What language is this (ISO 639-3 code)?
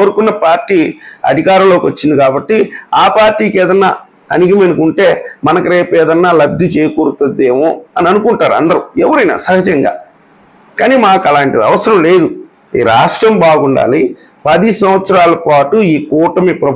tel